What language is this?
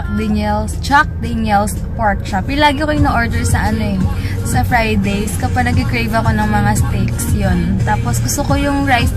Filipino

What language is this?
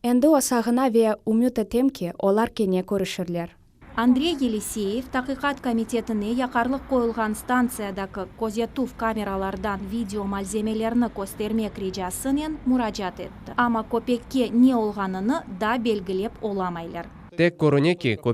Crimean Tatar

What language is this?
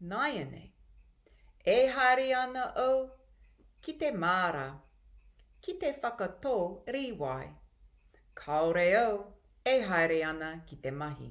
Māori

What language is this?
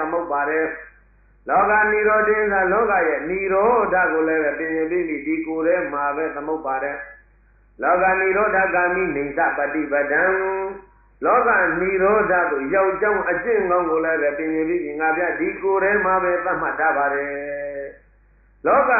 Burmese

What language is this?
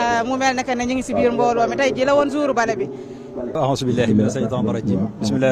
Wolof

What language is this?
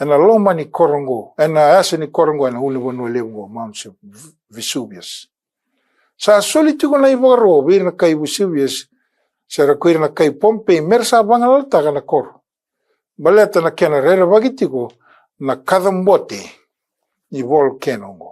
Fijian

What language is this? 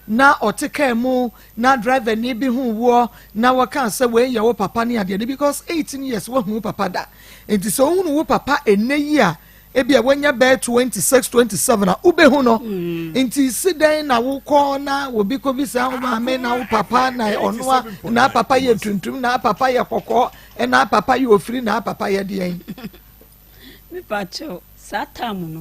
Akan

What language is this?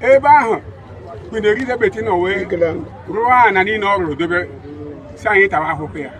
Igbo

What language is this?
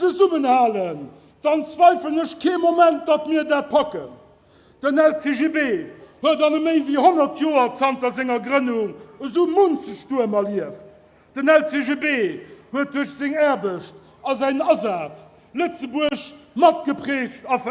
Luxembourgish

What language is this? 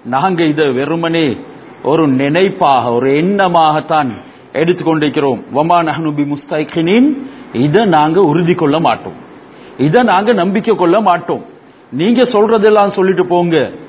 Tamil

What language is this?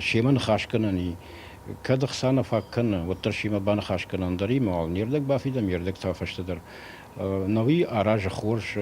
Ossetic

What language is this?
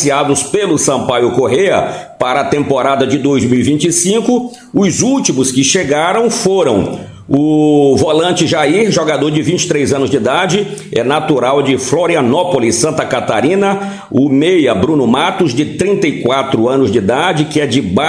Portuguese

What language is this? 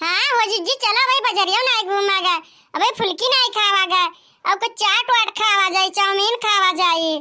Awadhi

